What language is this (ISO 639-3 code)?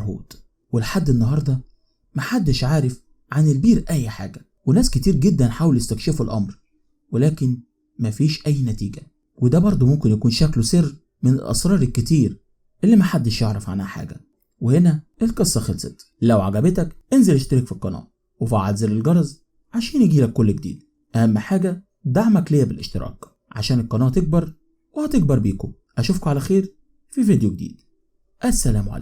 arz